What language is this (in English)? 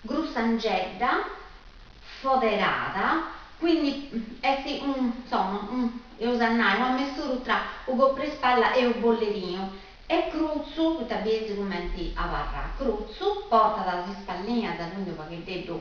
Sardinian